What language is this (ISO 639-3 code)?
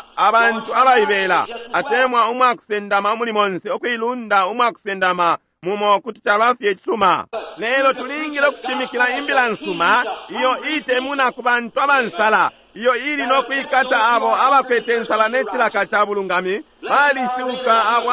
bem